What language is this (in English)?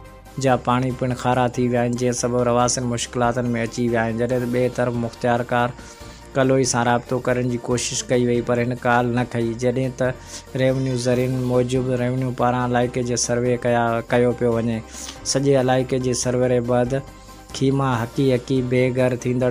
Sindhi